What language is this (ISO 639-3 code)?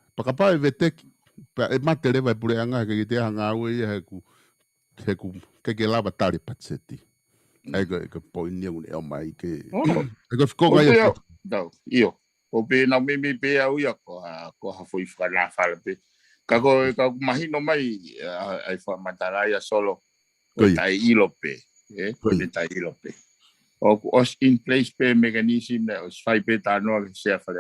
ton